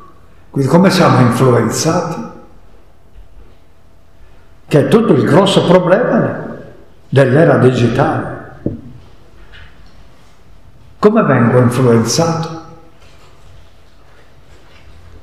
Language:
Italian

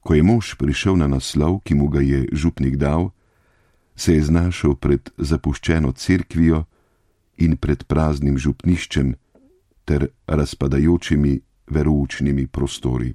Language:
Slovenian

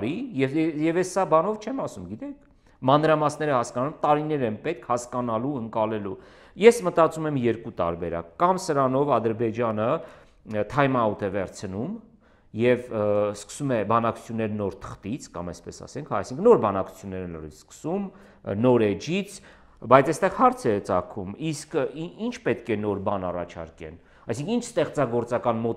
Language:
Armenian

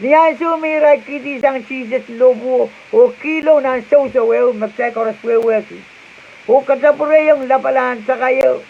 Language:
Pohnpeian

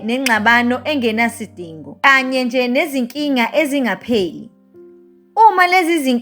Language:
Zulu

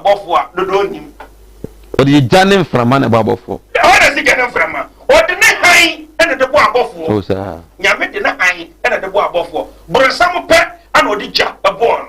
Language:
Akan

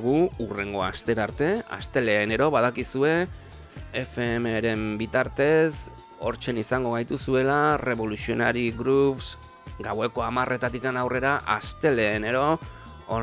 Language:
Basque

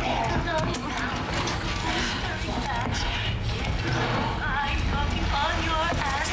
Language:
Yakut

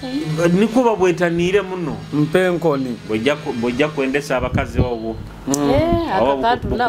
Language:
Nyoro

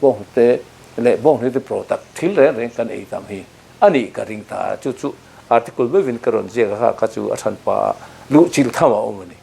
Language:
Mizo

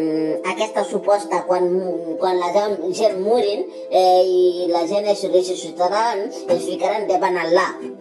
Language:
Catalan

